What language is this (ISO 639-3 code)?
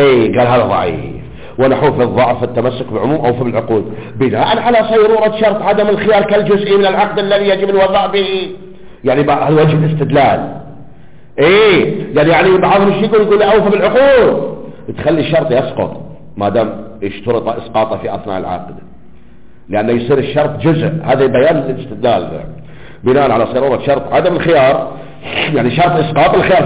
ara